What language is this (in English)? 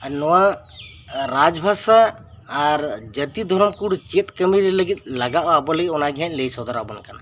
Santali